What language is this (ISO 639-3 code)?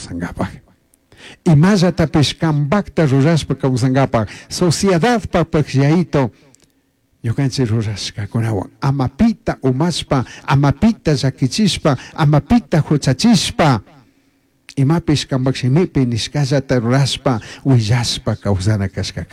qug